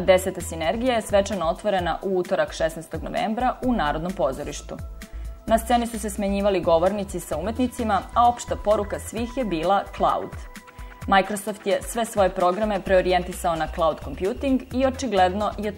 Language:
Serbian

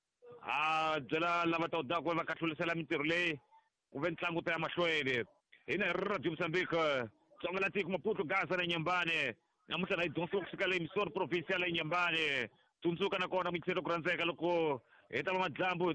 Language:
Tsonga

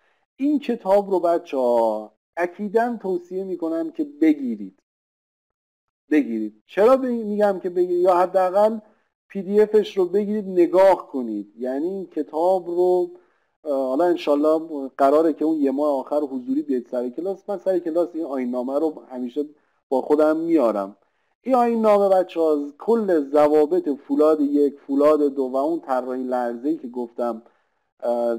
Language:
Persian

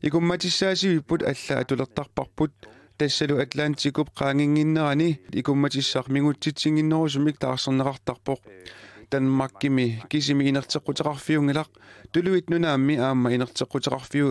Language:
Kalaallisut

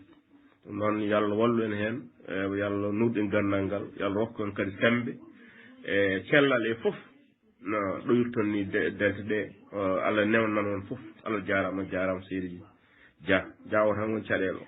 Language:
Fula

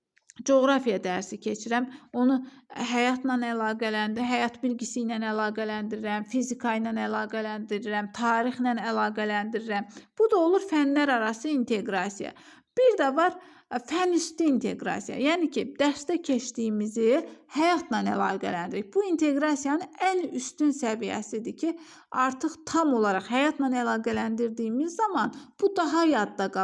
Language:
Azerbaijani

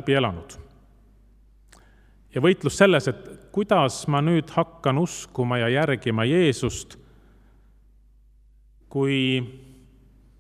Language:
Estonian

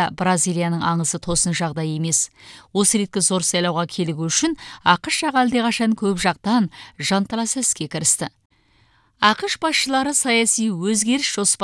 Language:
Kazakh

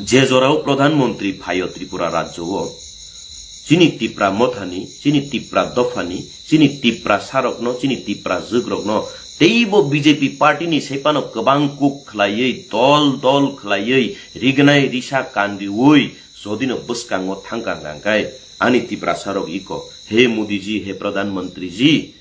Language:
Kok Borok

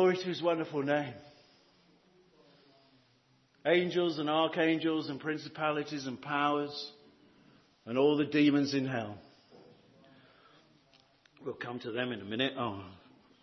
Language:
English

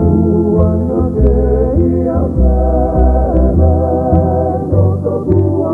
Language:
Hawaiian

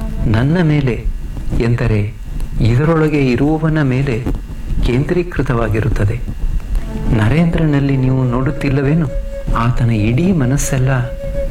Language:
Kannada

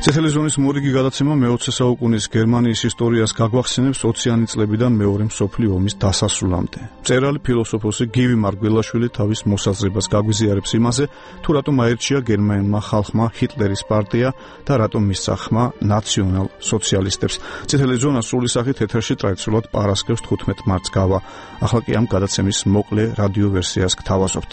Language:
Georgian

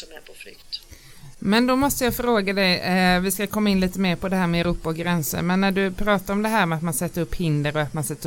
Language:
Swedish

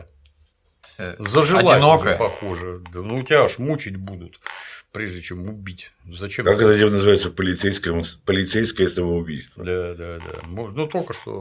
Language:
Russian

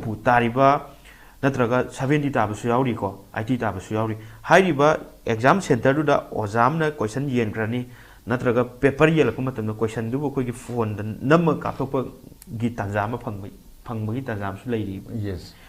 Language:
Manipuri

